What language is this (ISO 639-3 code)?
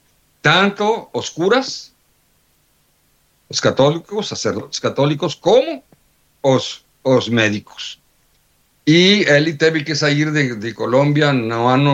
por